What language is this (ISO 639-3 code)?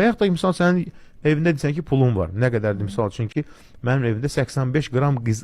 aze